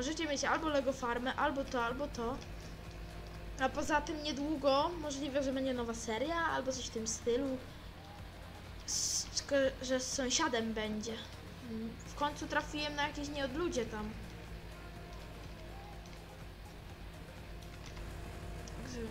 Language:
Polish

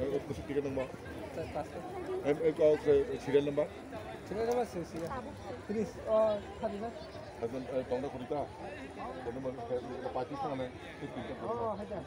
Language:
Kok Borok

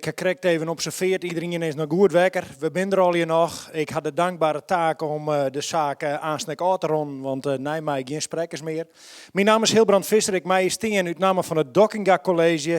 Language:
Western Frisian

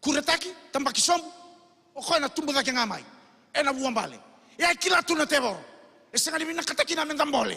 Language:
Fijian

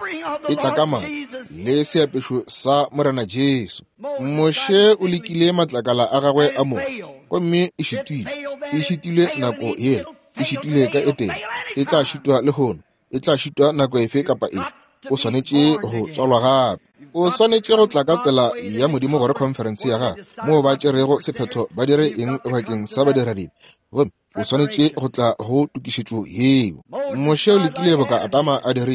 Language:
Northern Sotho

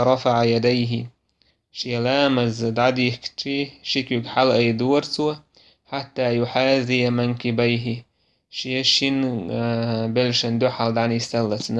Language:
Chechen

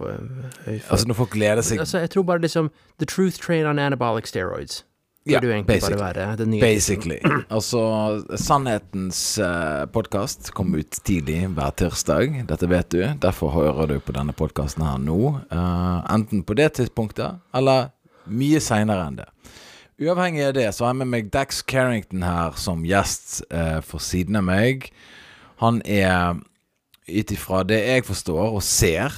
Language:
Norwegian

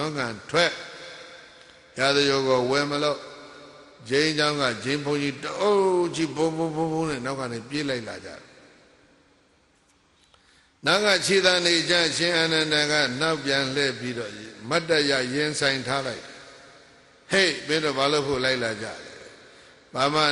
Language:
Burmese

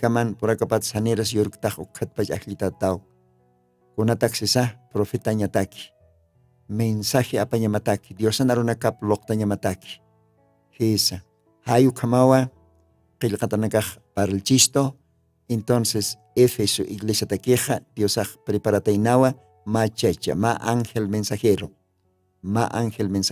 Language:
Aymara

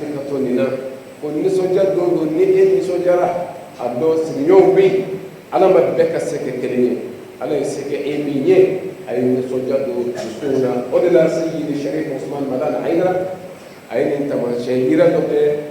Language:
Bambara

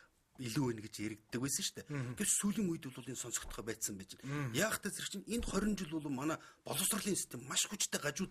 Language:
Mongolian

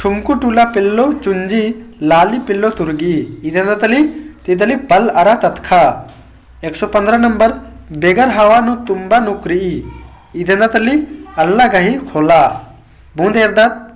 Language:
Kurukh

